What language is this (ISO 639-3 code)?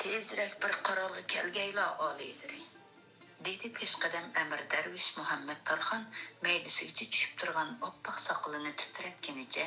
uig